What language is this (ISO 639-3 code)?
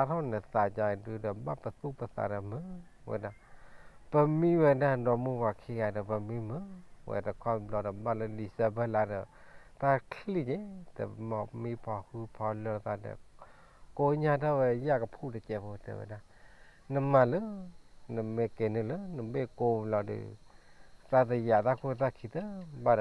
ksw